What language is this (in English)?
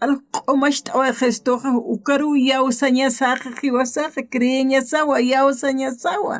Aymara